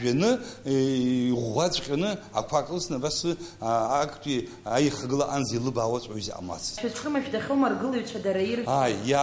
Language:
Abkhazian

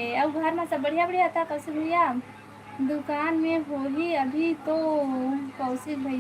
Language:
Chhattisgarhi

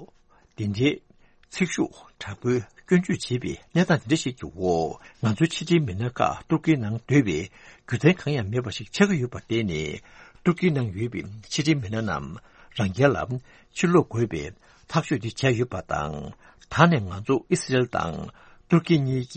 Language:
Tibetan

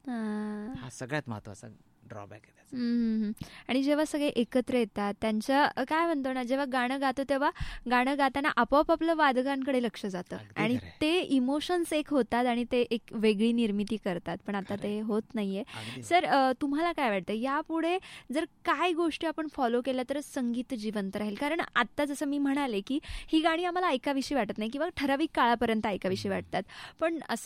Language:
Marathi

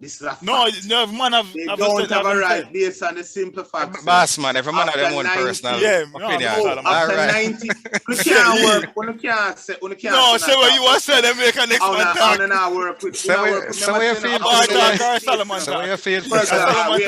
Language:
Jamaican Creole English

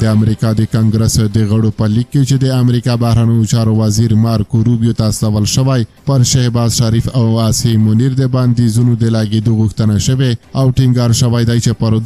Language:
Pashto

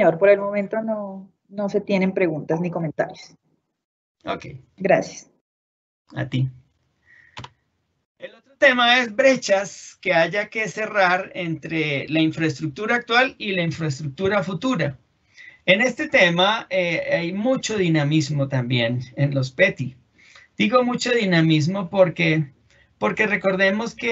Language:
Spanish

